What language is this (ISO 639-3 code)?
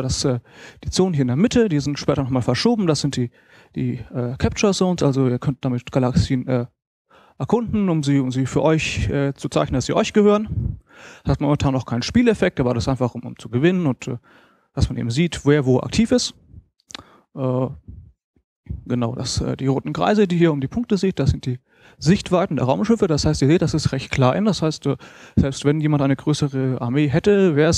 deu